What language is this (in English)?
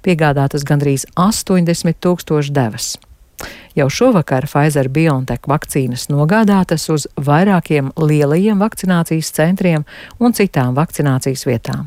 Latvian